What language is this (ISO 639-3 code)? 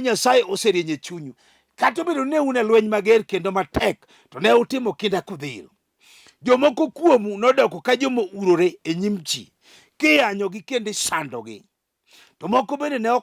luo